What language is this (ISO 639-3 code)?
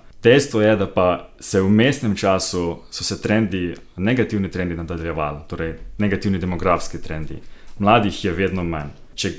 slv